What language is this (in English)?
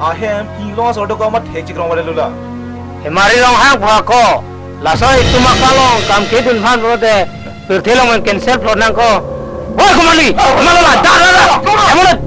Karbi